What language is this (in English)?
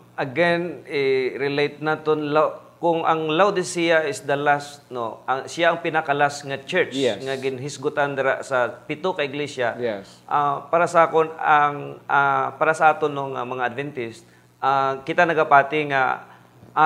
Hiligaynon